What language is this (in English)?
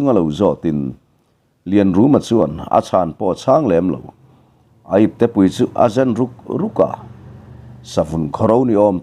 Mizo